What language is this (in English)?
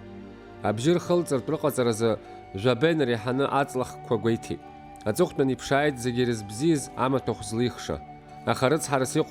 Abkhazian